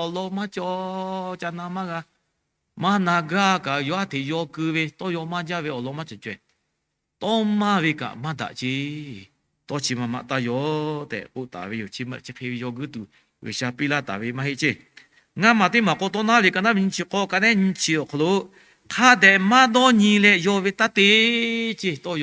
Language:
Lahu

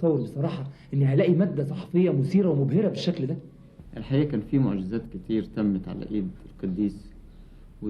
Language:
Egyptian Arabic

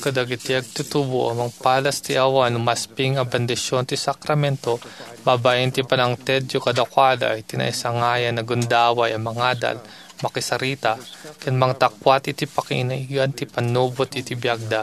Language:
Iloko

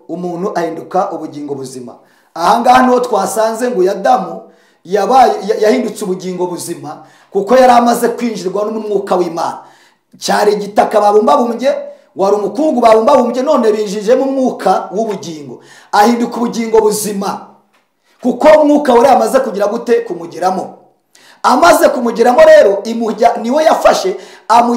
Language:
Kinyarwanda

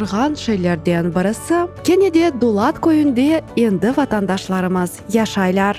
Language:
Crimean Tatar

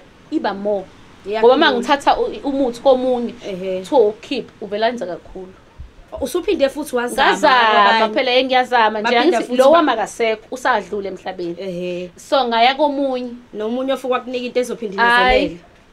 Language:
Zulu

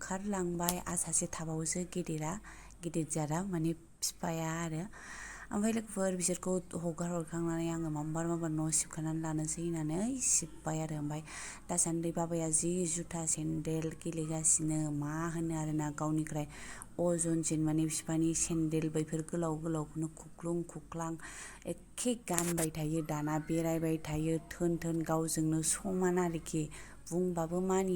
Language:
Bodo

